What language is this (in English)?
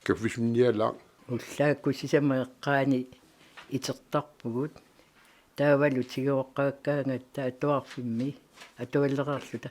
Kalaallisut